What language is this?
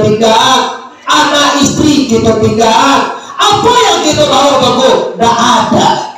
Minangkabau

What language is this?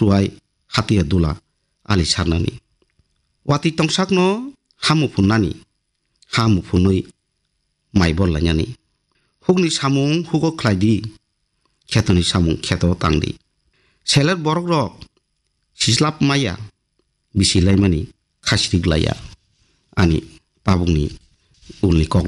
Kok Borok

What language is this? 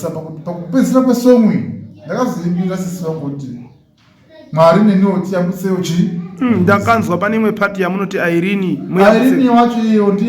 Shona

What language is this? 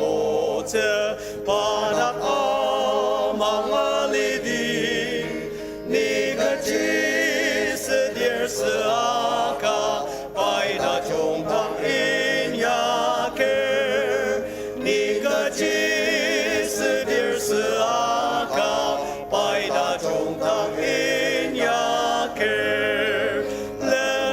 Ao Naga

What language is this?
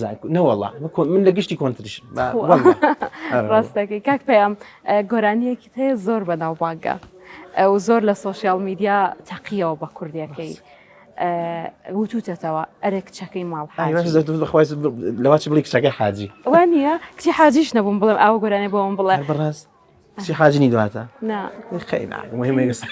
Central Kurdish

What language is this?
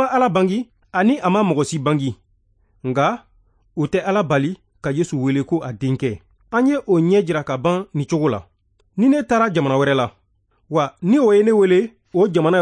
Bambara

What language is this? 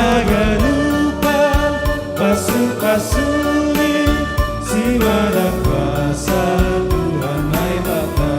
Batak Simalungun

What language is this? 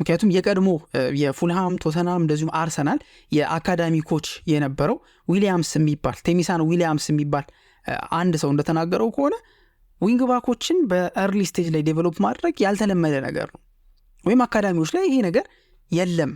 Amharic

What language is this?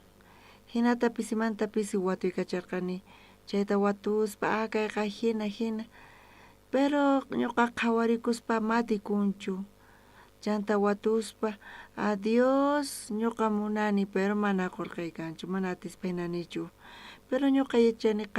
South Bolivian Quechua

